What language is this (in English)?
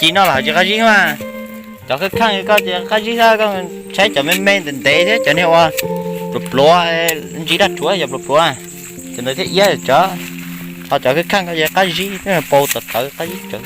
Hmong